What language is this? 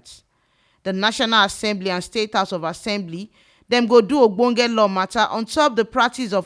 Nigerian Pidgin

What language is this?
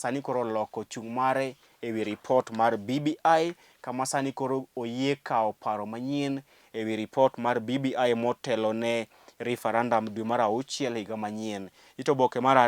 Luo (Kenya and Tanzania)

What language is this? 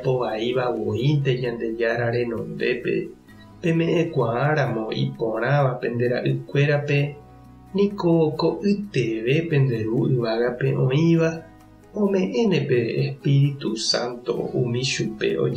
Guarani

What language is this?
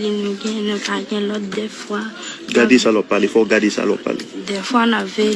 Haitian Creole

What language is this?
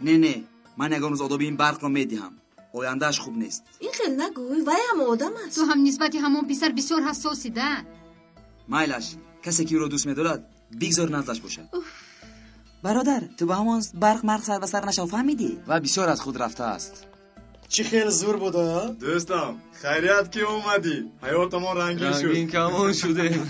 Tajik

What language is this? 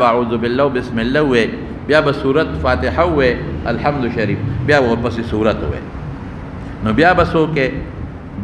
Pashto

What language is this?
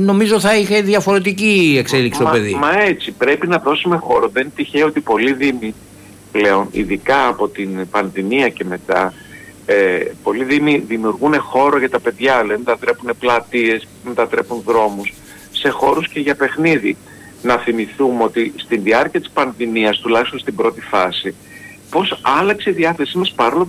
Greek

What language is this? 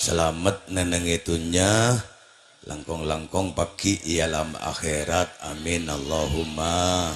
Madurese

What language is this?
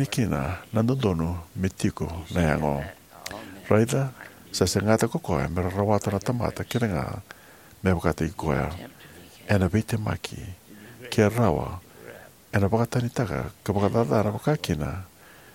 Fijian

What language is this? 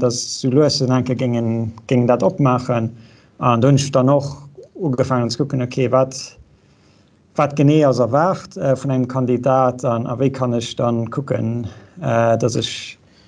Luxembourgish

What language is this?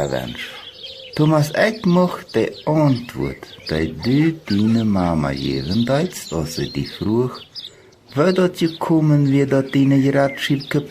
Plautdietsch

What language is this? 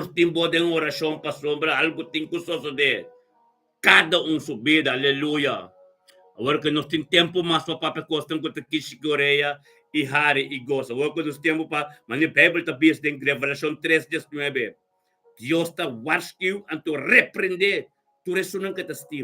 Papiamento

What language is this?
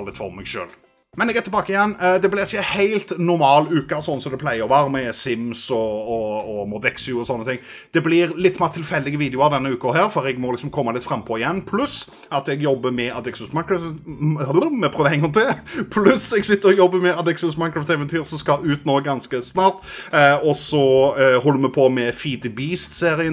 Norwegian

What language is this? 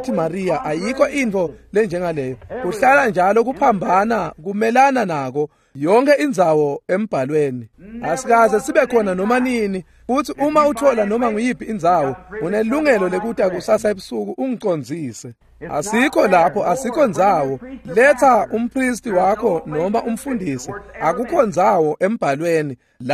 Swati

